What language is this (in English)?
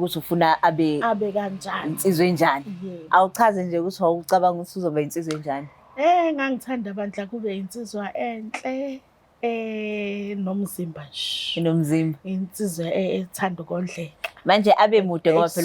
Zulu